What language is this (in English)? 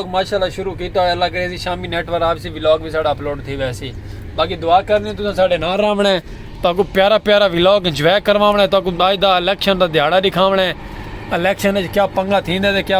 Saraiki